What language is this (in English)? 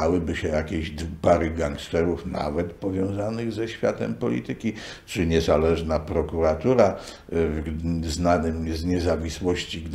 Polish